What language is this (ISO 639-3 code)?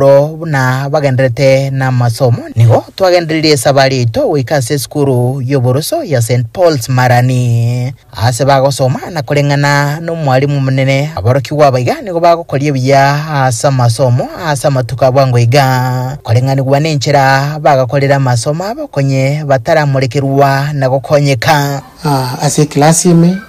guz